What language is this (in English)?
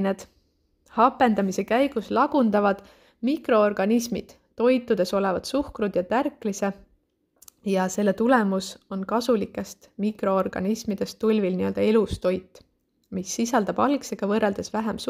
Estonian